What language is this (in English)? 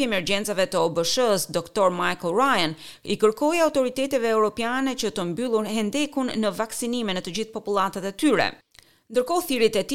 Albanian